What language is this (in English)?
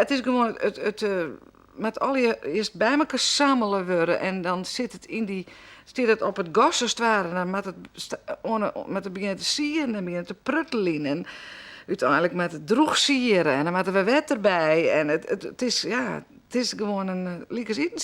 Western Frisian